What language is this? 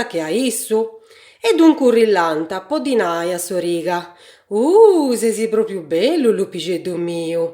Sardinian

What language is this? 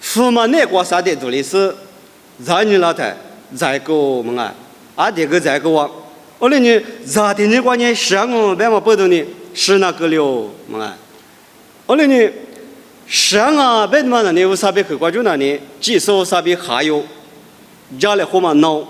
Lisu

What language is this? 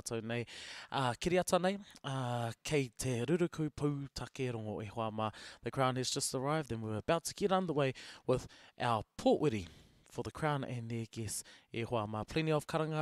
Māori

